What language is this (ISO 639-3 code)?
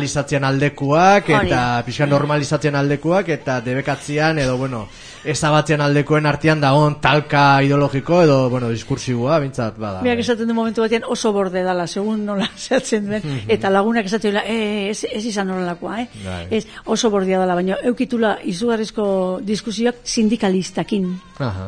eus